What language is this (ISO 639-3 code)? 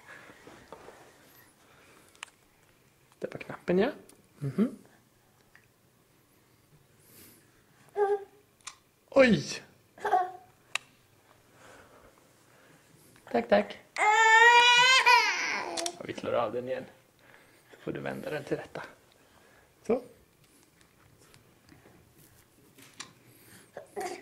swe